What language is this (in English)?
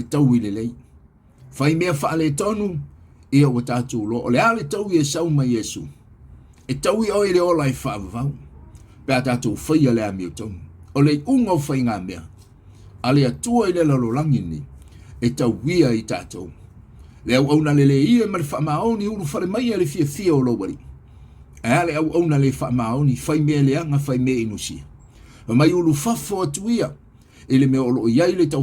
Samoan